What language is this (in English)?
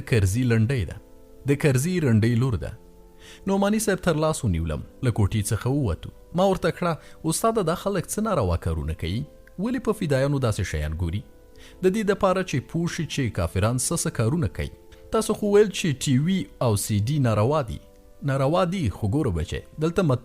Pashto